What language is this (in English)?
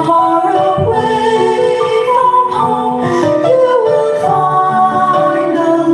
Tangkhul Naga (India)